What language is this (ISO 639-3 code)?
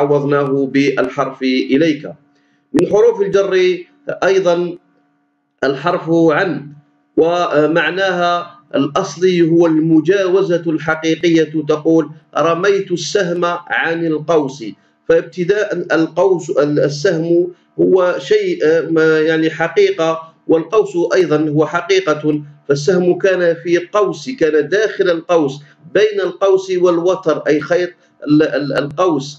arq